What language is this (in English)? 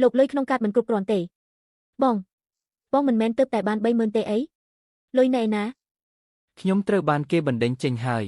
Khmer